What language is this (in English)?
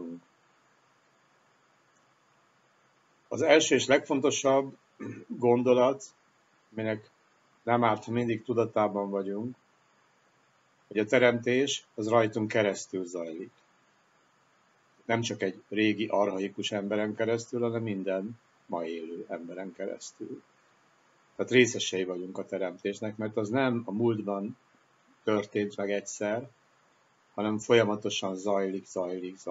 Hungarian